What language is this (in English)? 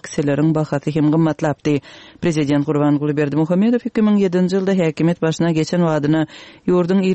Turkmen